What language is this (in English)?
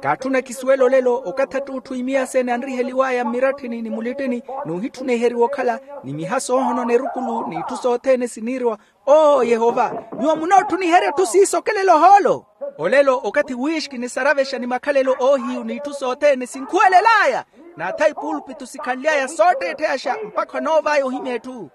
Makhuwa